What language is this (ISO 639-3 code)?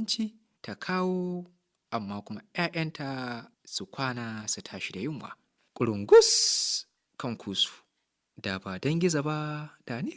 hau